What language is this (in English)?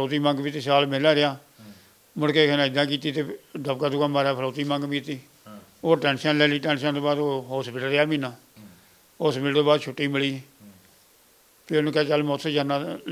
Punjabi